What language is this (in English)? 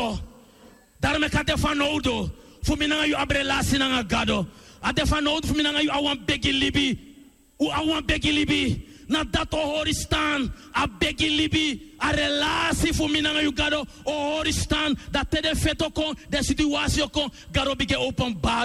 Sranan Tongo